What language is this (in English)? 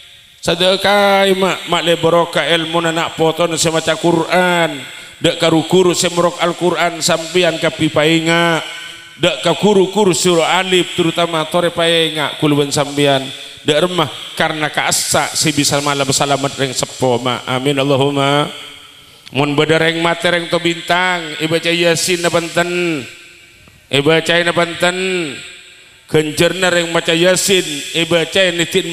Madurese